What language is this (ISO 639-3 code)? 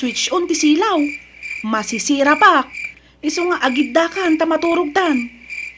ilo